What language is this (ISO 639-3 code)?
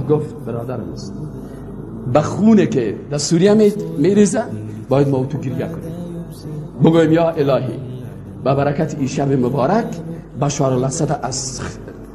fas